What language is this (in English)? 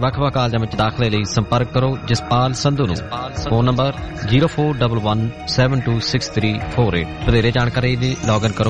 Punjabi